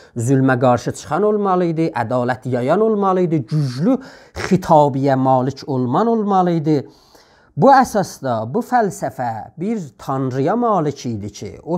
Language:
South Azerbaijani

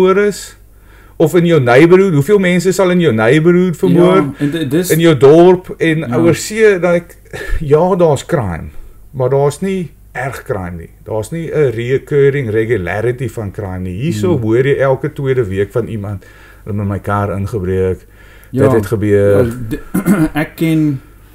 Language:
Afrikaans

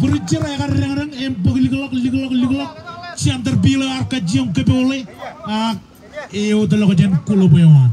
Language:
Marshallese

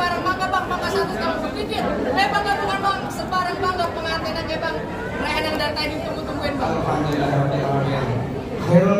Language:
Betawi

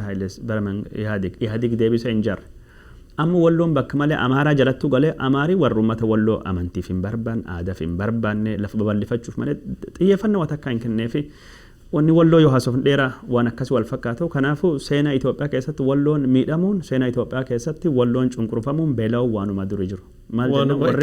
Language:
Oromo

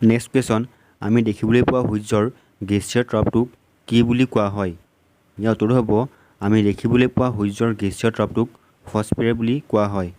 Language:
Assamese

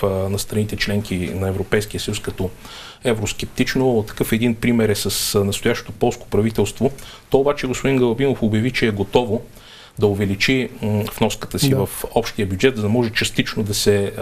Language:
Bulgarian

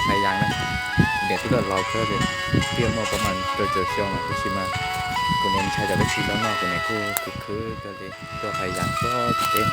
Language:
Hmong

